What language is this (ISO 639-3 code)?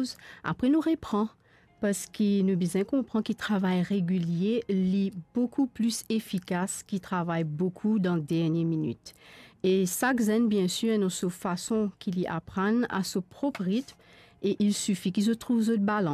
mfe